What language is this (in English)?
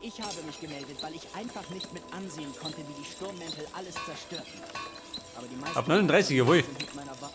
Bavarian